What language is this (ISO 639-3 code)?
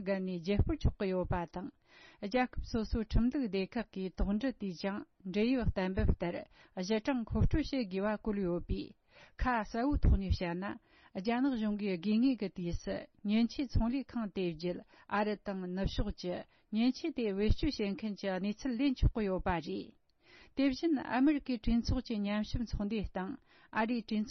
bod